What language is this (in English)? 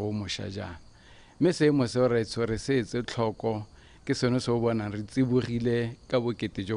Tswana